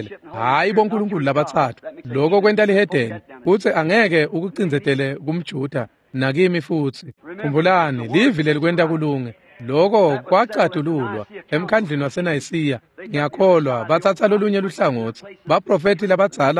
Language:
Swati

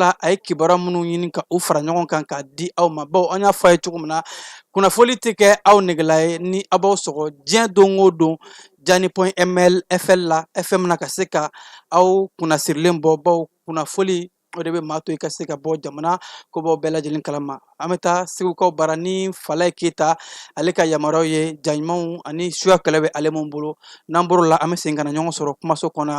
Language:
Bambara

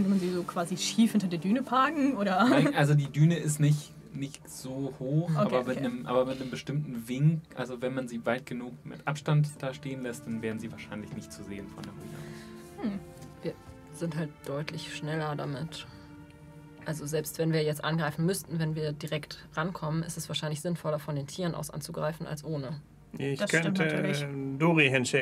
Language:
German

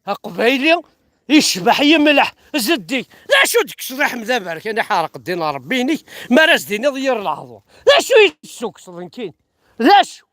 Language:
Kabyle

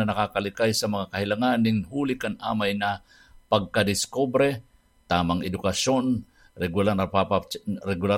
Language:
Bikol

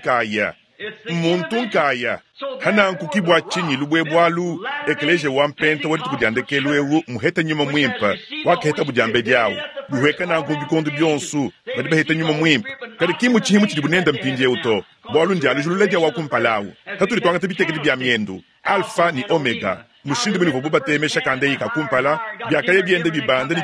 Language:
Luba-Lulua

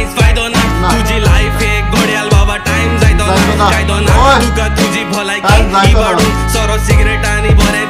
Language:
Konkani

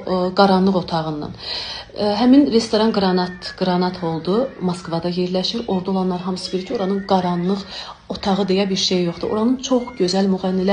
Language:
Azerbaijani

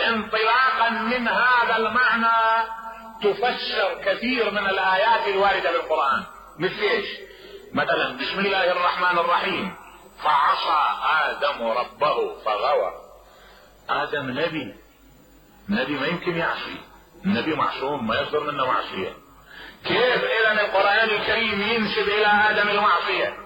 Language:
Mesopotamian Arabic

